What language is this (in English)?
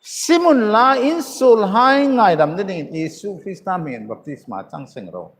Hmar